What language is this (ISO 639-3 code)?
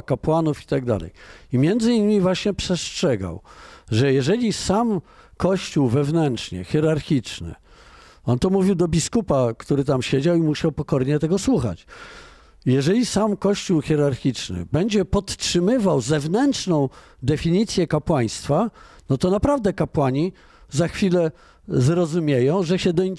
pol